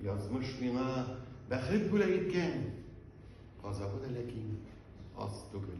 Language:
Tatar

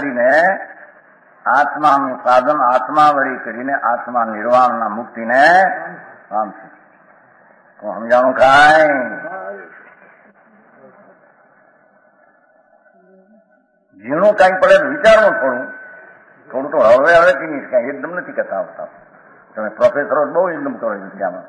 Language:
Gujarati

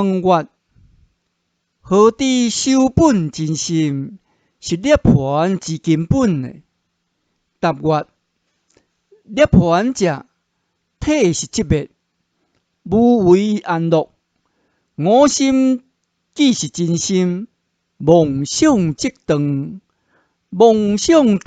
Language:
Min Nan Chinese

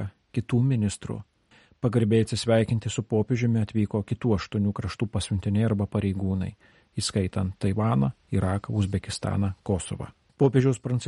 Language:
Lithuanian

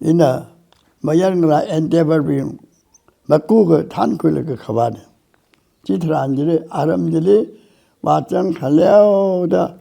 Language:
Tangkhul Naga (India)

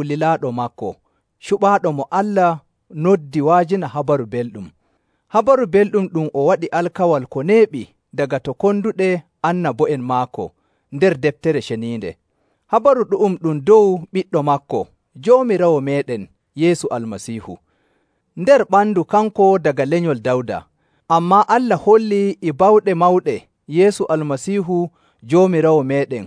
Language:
Nigerian Fulfulde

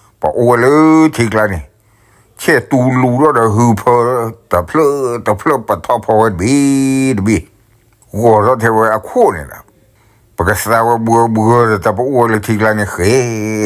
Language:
S'gaw Karen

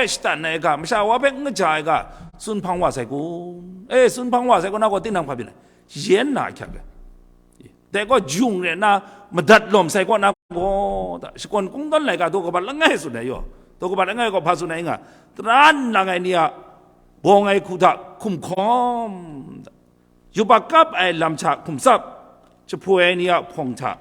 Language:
Kachin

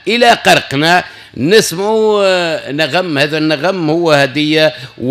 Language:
Tunisian Arabic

